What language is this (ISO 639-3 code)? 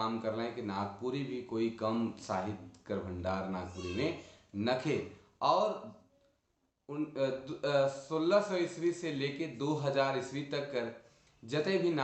sck